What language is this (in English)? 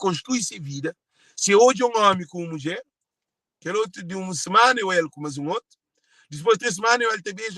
Kabuverdianu